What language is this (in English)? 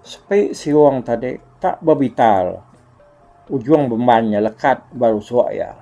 Iban